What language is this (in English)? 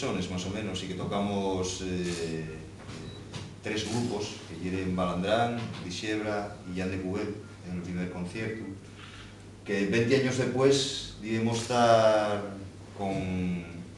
Asturian